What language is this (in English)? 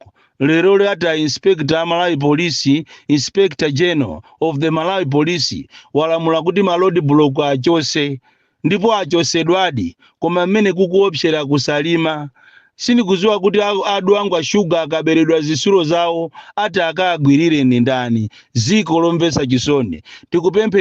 Nyanja